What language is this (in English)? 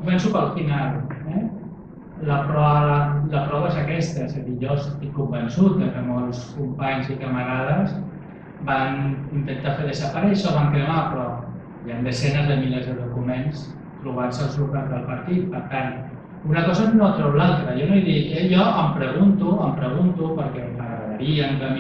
Catalan